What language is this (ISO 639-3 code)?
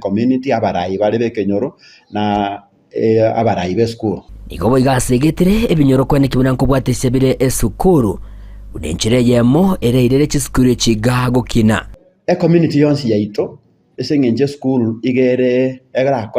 guz